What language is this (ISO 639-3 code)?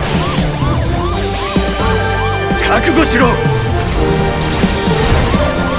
jpn